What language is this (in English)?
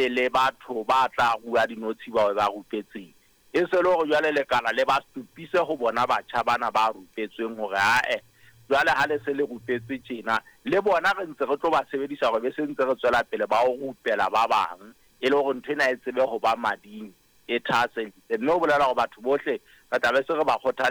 Southern Sotho